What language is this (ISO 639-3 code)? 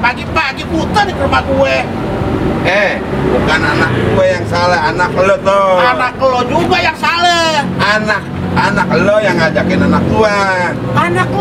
bew